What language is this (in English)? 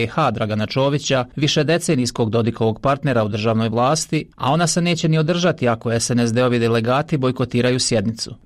Bosnian